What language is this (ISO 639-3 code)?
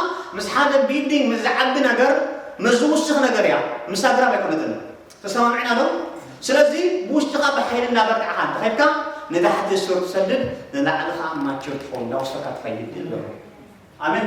tir